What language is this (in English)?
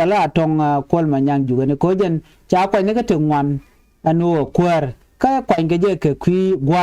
Nuer